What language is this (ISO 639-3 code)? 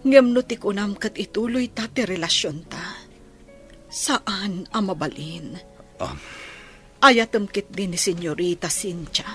ilo